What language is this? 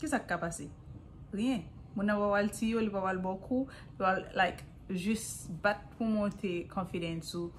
Haitian Creole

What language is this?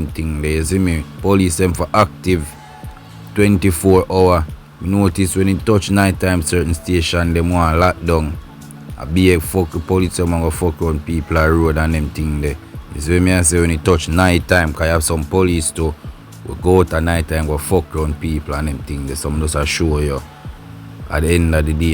Jamaican Creole English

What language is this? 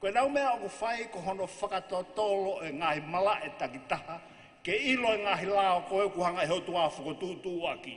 Tongan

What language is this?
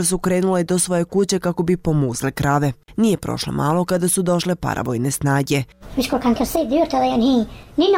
Bosnian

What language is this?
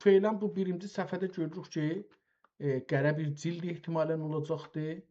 South Azerbaijani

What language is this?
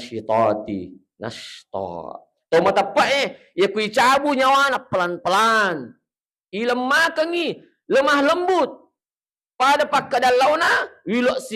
Buginese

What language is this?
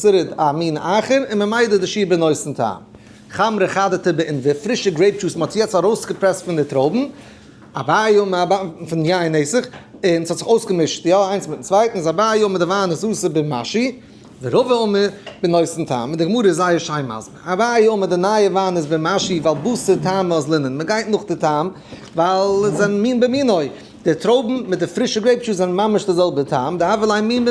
Yiddish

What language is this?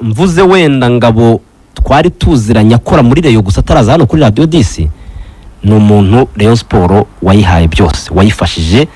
Kinyarwanda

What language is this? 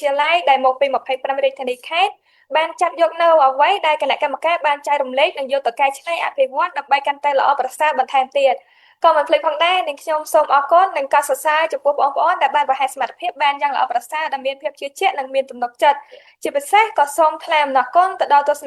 Khmer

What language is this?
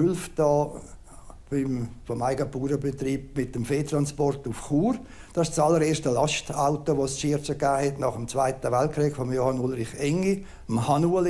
Romansh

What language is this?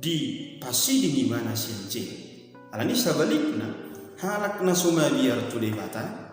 Batak Toba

